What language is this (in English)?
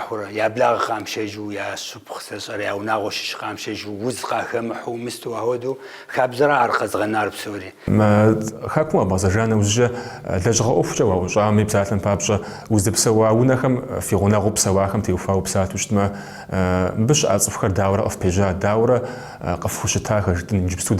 Kabardian